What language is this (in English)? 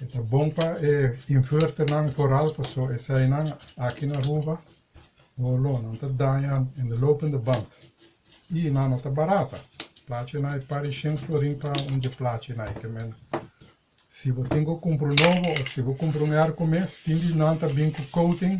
Papiamento